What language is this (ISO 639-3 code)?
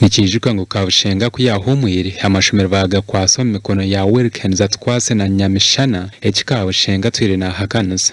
nyn